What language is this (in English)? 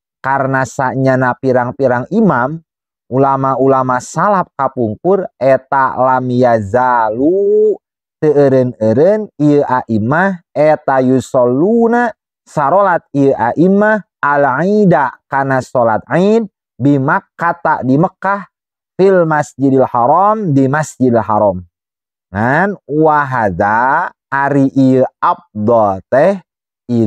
Sundanese